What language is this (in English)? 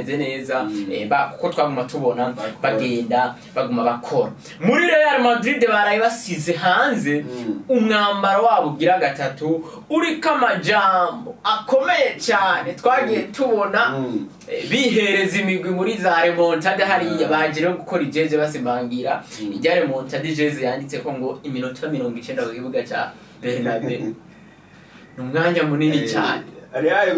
Rundi